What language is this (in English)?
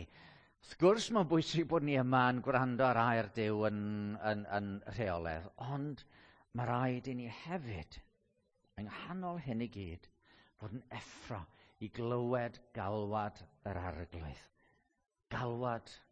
Welsh